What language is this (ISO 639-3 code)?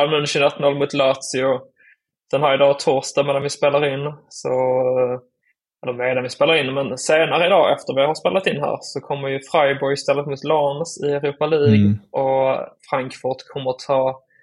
swe